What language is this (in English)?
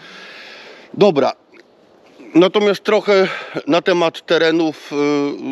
Polish